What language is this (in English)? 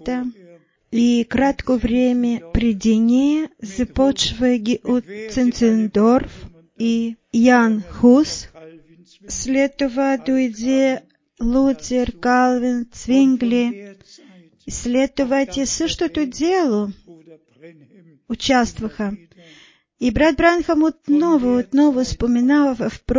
Bulgarian